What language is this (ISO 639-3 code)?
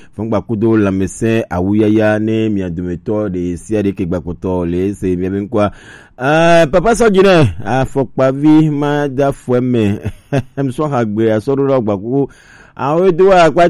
gej